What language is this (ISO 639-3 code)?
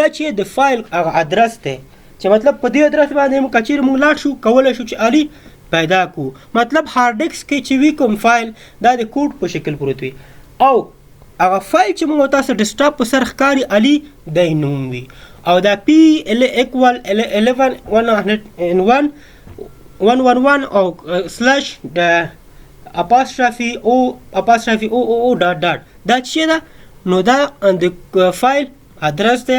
pus